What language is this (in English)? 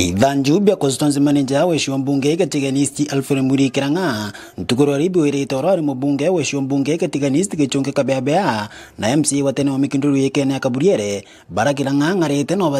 Meru